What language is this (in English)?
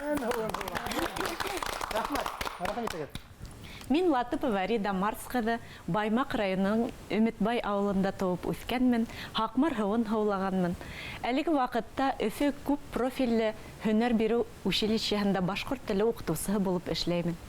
Bashkir